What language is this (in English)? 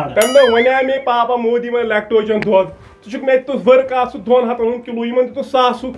Kashmiri